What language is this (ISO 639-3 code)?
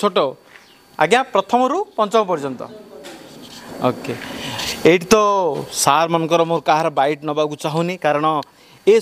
ori